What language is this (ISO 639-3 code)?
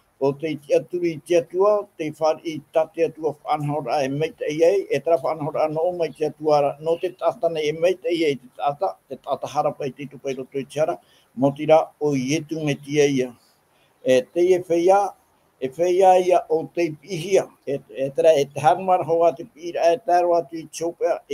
tah